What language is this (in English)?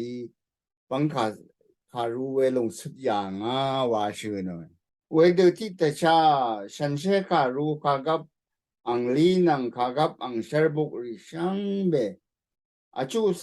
Rawang